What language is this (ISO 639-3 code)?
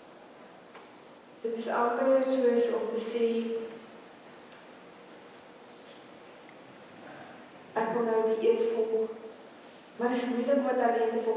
afr